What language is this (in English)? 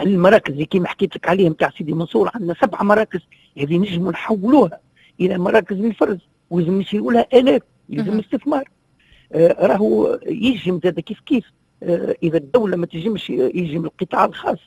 Tunisian Arabic